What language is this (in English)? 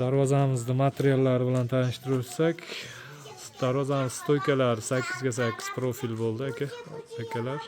Uzbek